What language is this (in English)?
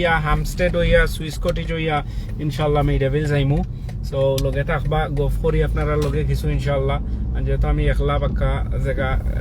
Sylheti